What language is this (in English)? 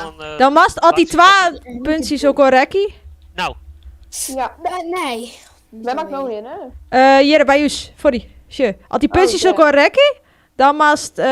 Western Frisian